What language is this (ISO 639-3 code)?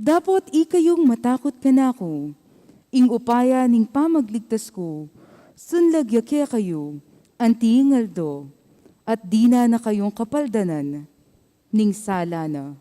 pam